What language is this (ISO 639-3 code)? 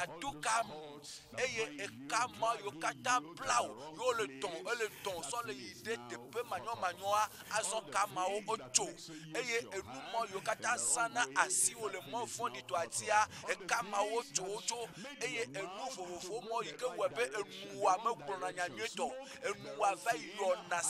ewe